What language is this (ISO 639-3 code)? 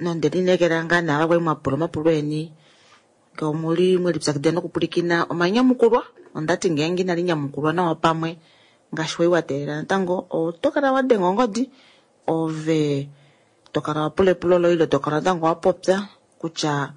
kua